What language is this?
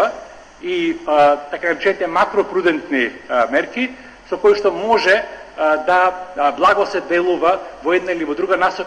Macedonian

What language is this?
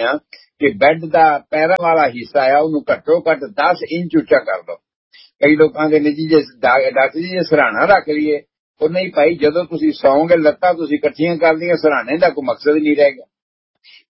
Punjabi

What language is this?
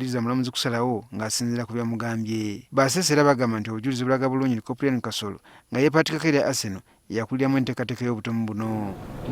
Ganda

